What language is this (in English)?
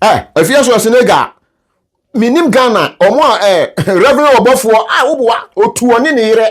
Akan